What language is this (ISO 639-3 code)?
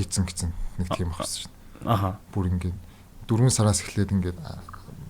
mon